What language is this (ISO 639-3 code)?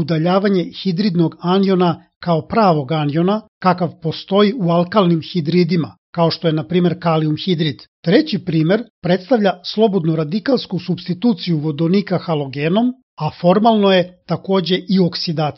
srp